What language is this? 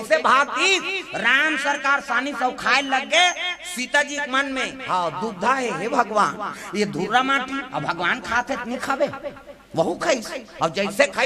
Chhattisgarhi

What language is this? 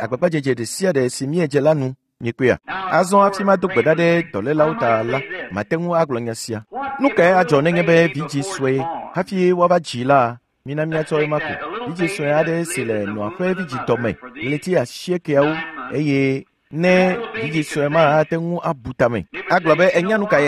Ewe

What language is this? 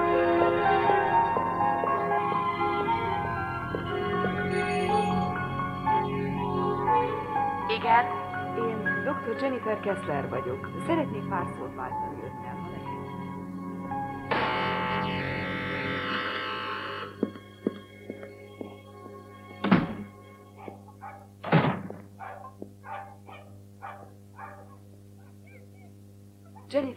Hungarian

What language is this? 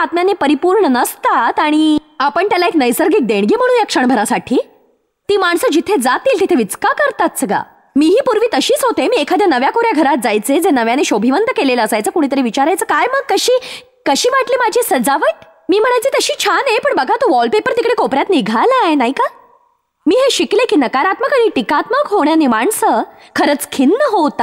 Marathi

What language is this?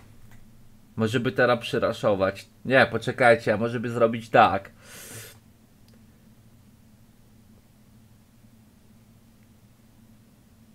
Polish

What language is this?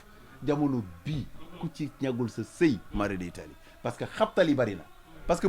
Wolof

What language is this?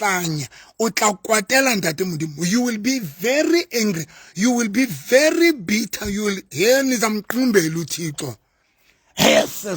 Southern Sotho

